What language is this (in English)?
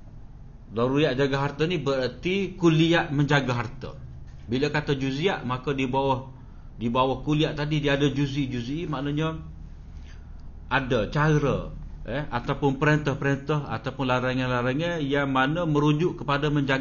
Malay